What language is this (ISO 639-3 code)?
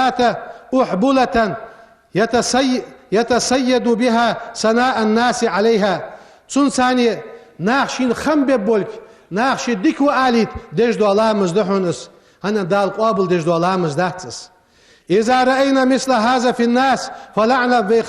inh